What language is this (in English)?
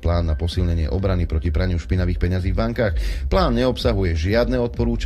Slovak